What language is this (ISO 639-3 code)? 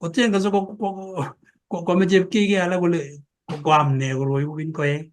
kln